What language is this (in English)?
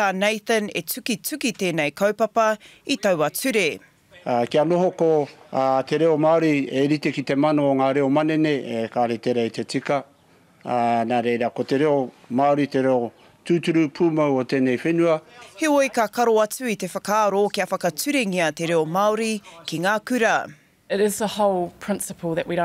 Māori